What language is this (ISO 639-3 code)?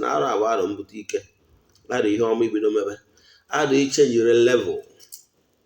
ibo